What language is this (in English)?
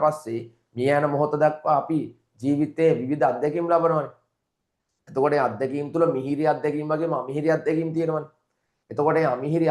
Sinhala